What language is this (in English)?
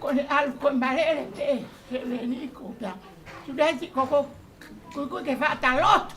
Tongan